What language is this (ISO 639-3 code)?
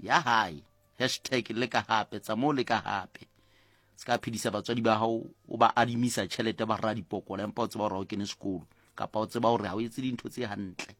sot